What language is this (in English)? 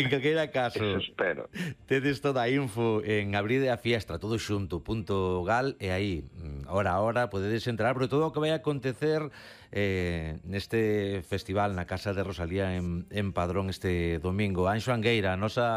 Galician